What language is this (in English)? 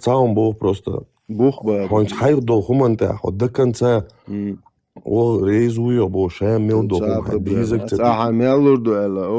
Chechen